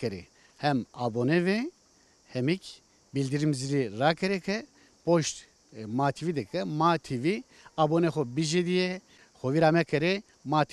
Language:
Zaza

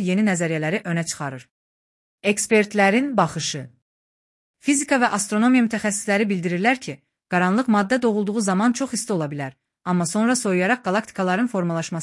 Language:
Azerbaijani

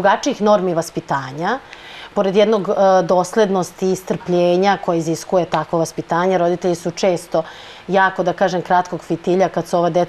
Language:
Serbian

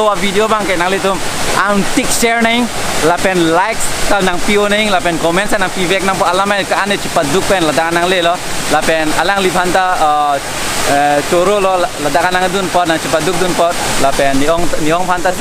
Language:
Karbi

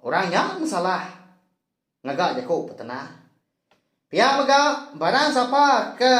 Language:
Iban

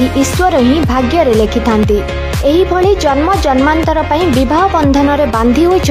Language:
Odia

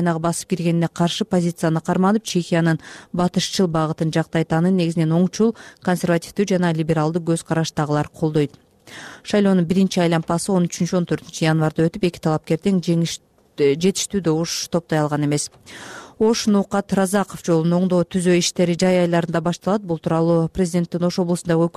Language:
Kyrgyz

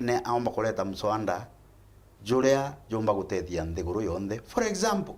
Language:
Meru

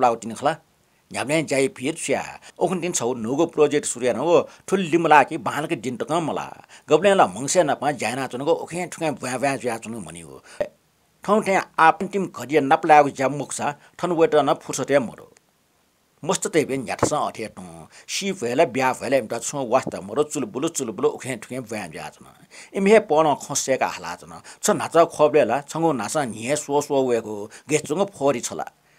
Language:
Newari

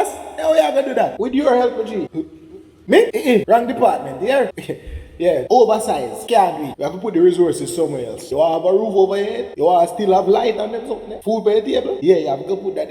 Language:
Jamaican Creole English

